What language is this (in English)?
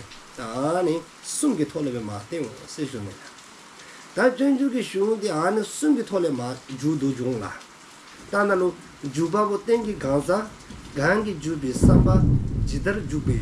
Dzongkha